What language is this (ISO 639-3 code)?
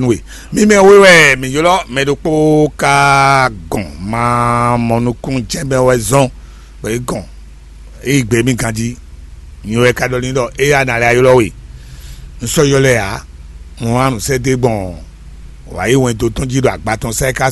fon